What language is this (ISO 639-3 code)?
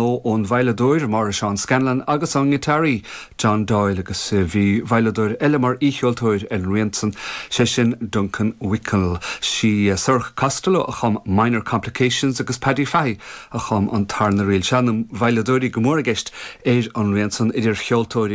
gle